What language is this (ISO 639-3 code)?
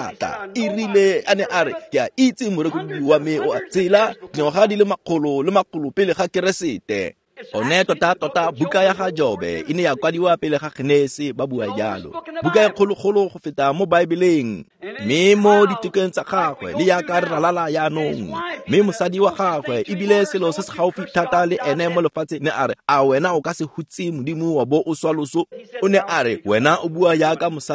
tsn